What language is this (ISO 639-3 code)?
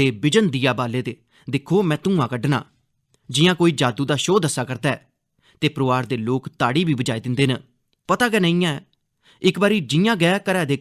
doi